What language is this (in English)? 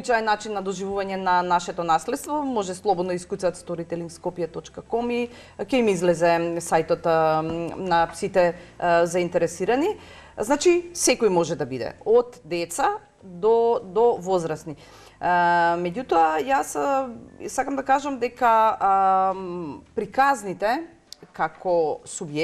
Macedonian